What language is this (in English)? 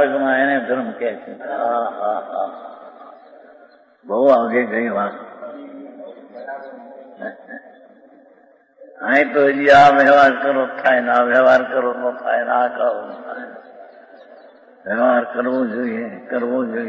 Gujarati